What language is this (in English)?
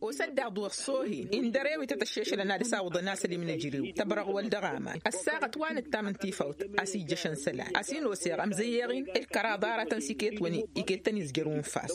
Tamasheq